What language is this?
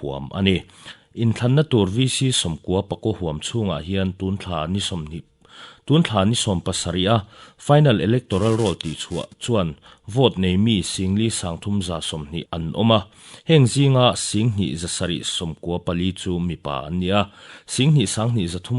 Mizo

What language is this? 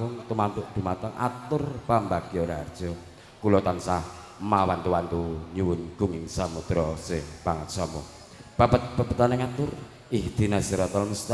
Javanese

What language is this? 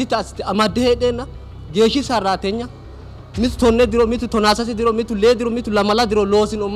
Sidamo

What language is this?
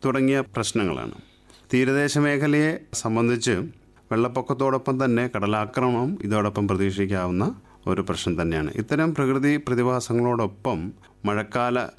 Malayalam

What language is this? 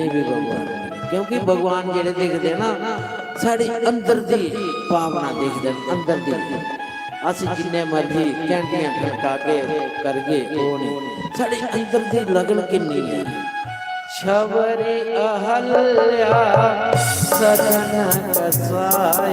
Dogri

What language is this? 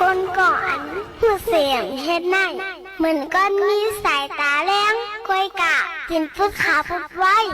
Shan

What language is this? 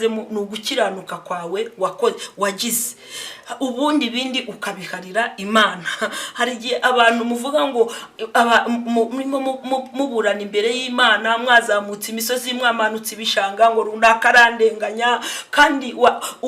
Kinyarwanda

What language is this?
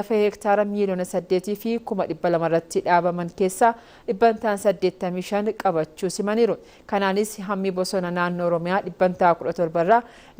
Oromo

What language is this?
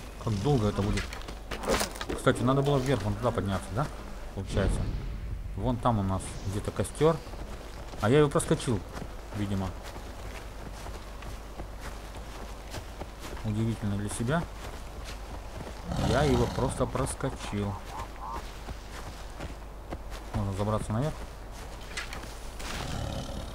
Russian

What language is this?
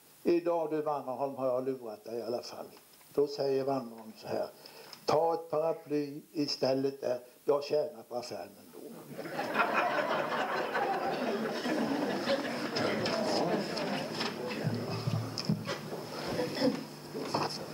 Swedish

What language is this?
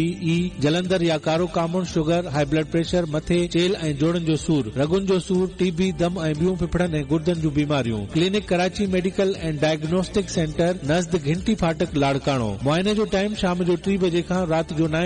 Sindhi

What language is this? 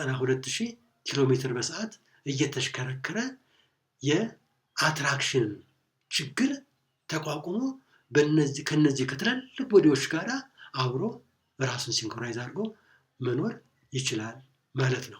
Amharic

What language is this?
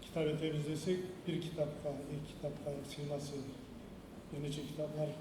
Kumyk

